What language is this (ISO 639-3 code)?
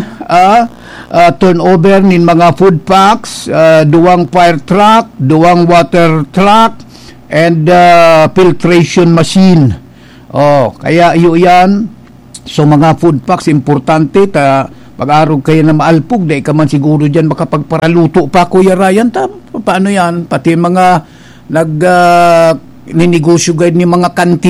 bik